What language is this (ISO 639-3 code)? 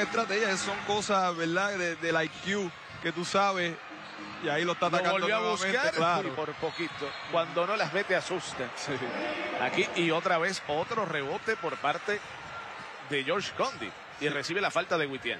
spa